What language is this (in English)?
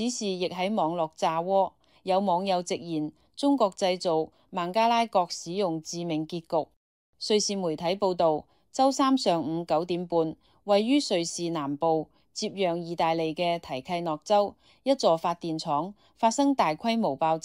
Cantonese